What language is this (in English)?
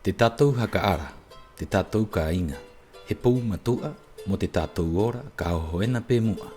Rapanui